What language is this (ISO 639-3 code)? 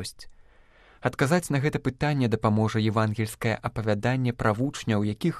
bel